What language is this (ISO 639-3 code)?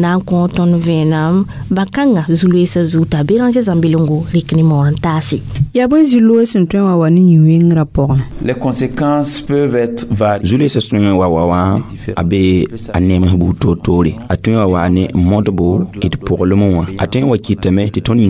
mos